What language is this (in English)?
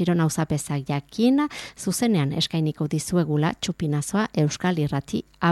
Basque